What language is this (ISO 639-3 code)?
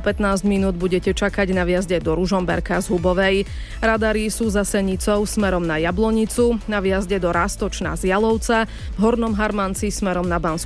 slk